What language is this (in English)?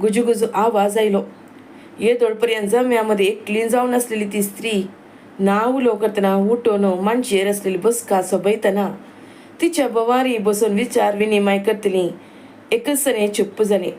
Konkani